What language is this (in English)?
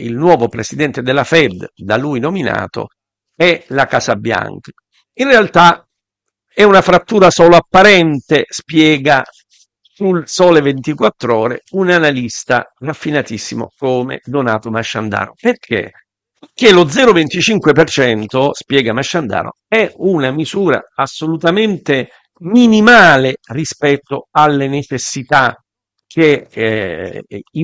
Italian